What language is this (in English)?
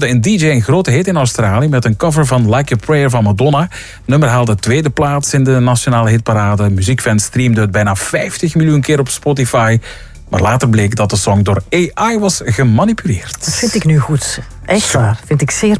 Dutch